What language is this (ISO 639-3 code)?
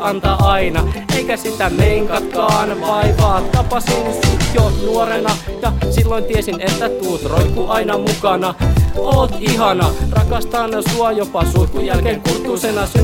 fin